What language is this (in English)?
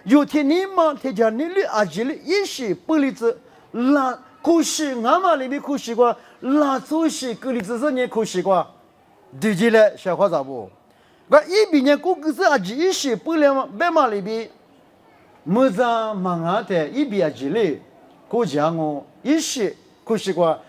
Lisu